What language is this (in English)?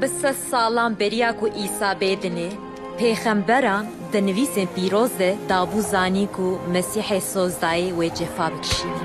Kurdish